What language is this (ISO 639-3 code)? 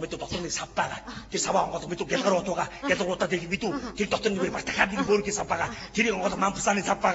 mon